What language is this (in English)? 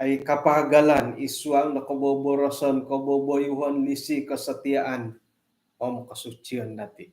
Central Dusun